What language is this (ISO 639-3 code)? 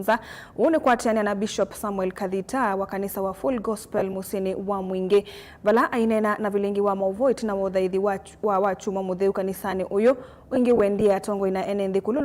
kam